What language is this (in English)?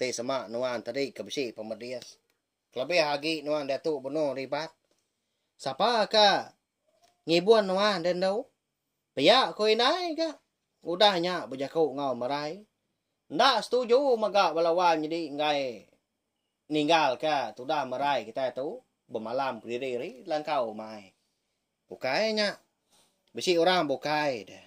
Iban